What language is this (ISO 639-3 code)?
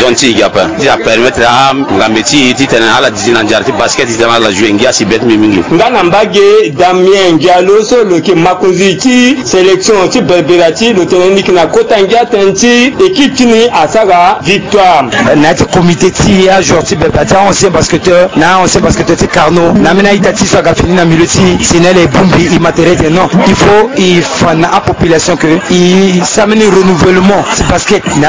sag